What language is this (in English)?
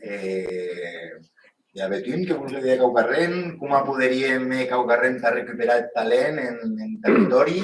Occitan